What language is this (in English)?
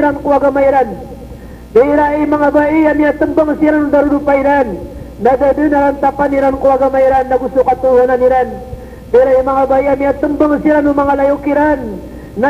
Maranao